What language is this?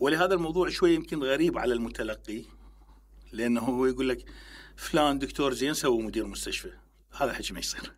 Mesopotamian Arabic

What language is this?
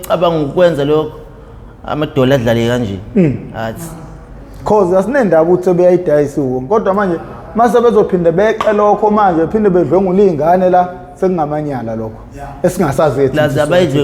Zulu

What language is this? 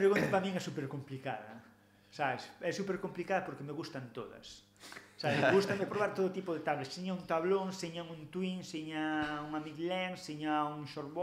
Galician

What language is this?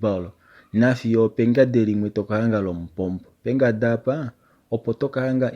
Kuanyama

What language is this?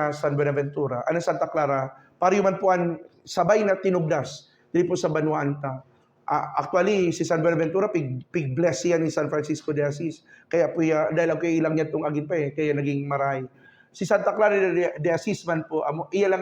Buhi'non Bikol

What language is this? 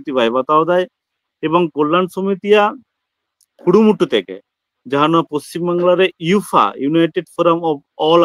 Santali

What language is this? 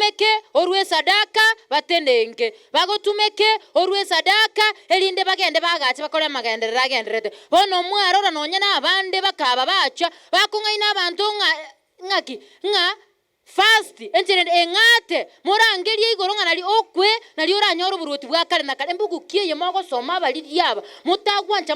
Gusii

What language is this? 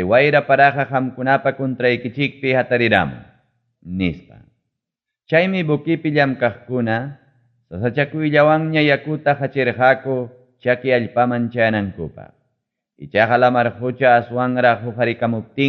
Ayacucho Quechua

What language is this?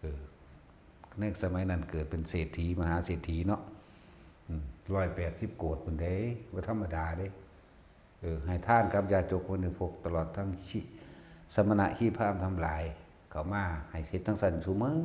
Northeastern Thai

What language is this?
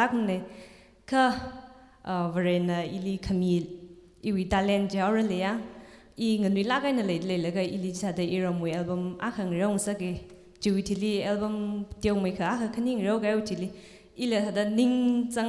Tangkhul Naga (India)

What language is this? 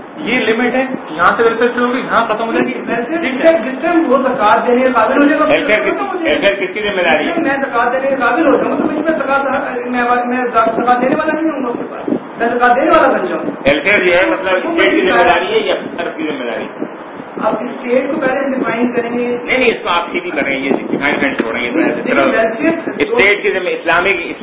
Urdu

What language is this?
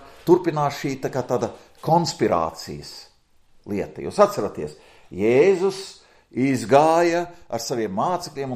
Latvian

